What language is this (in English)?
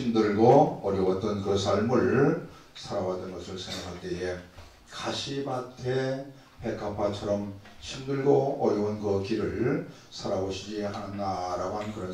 Korean